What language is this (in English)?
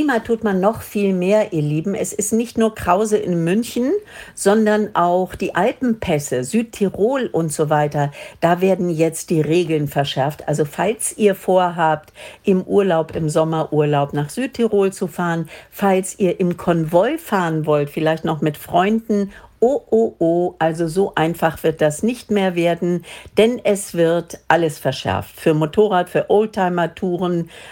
German